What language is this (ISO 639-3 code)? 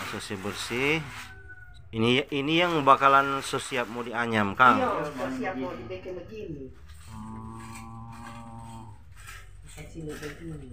xmm